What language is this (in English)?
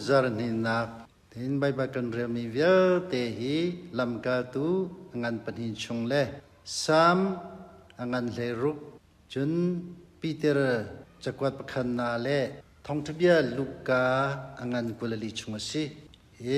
Hakha Chin